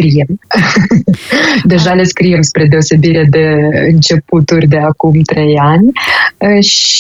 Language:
Romanian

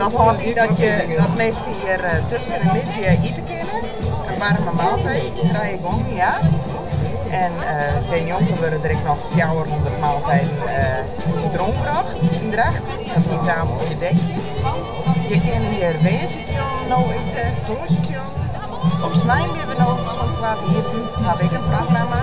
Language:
Western Frisian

